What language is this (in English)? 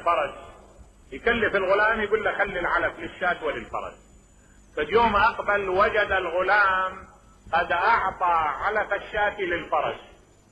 Mesopotamian Arabic